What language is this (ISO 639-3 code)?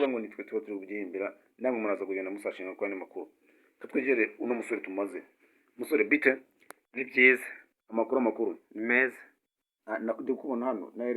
kin